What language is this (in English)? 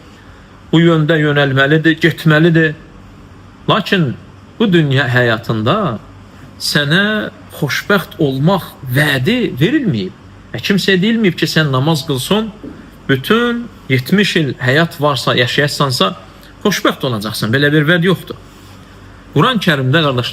Azerbaijani